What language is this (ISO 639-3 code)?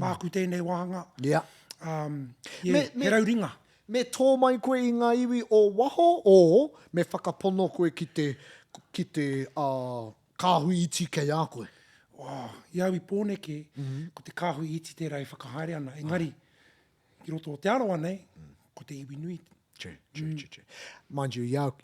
mri